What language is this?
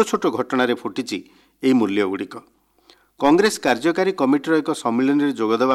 Odia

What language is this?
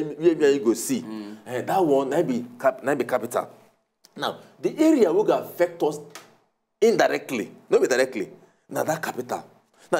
Nigerian Pidgin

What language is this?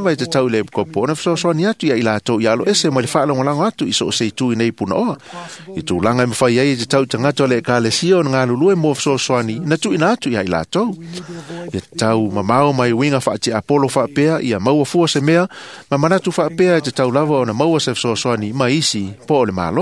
Samoan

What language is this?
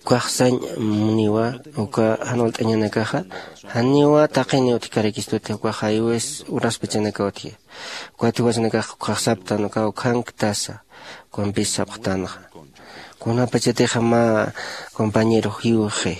Aymara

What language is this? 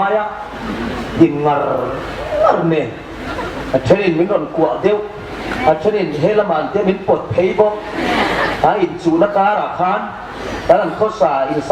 Hmar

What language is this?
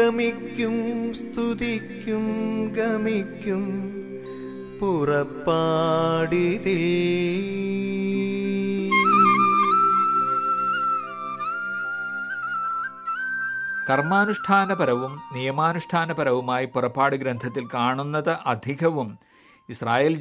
Malayalam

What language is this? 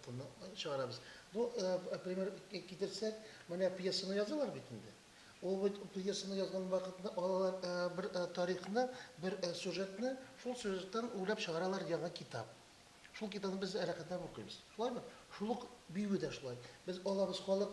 Tatar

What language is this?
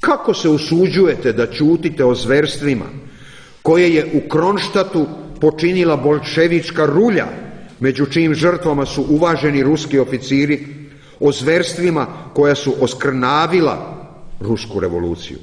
Serbian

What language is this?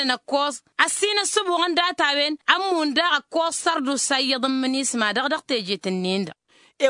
Tamasheq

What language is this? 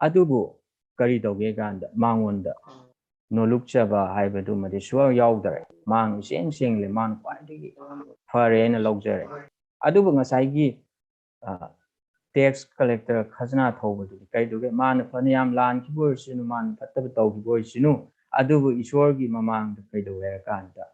Manipuri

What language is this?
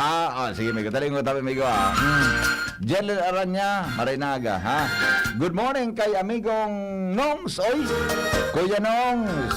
Bikol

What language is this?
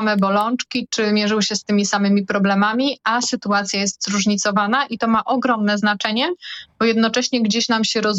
Polish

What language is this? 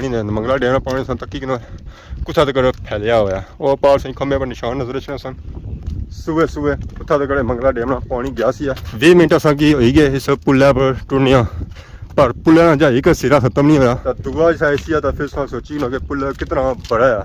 Pahari-Potwari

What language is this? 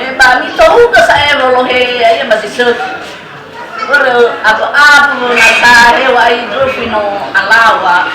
Nias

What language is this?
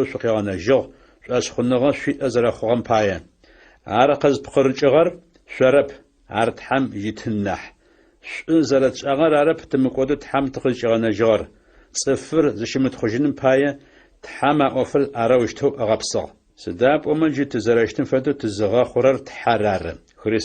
Adyghe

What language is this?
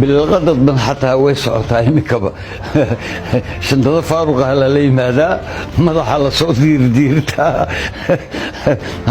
Somali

